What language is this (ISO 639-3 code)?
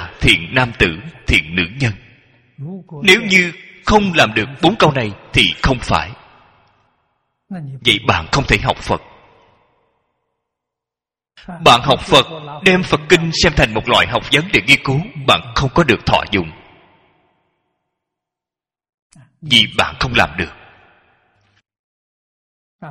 vie